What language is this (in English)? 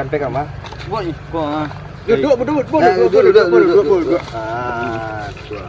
Minangkabau